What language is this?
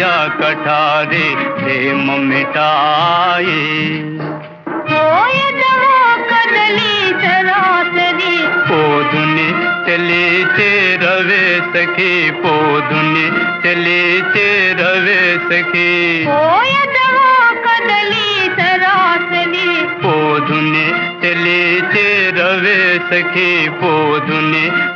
Telugu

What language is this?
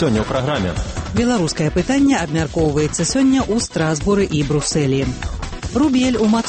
Belarusian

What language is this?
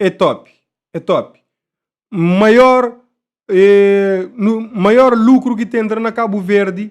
Kabuverdianu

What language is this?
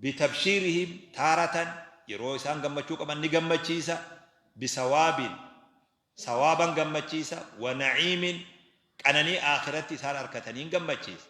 Oromo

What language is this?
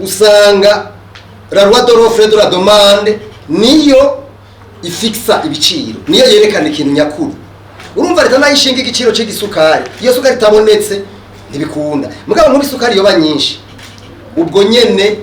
Rundi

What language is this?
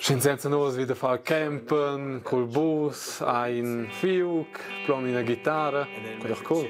Romansh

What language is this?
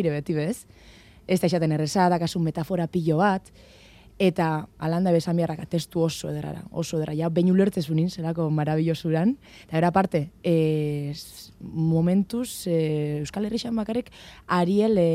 Basque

